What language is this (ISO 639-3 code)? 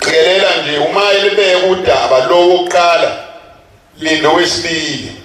zul